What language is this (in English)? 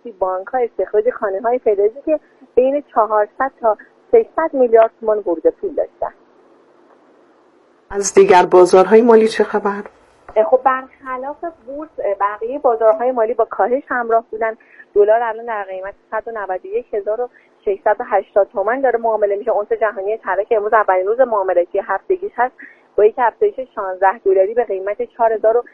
Persian